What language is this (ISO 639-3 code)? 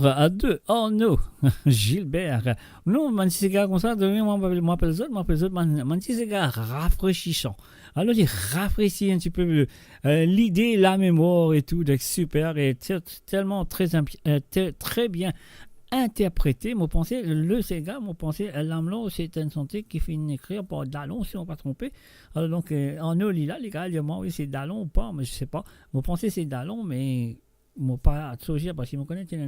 mfe